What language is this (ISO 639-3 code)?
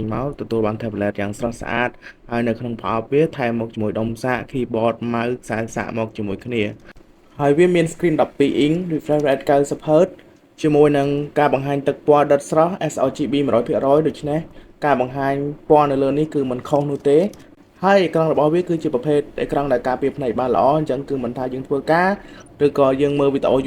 khm